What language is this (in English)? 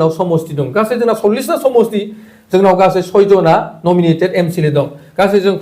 Bodo